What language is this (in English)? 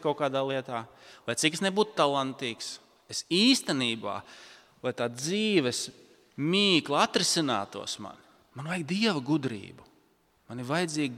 Latvian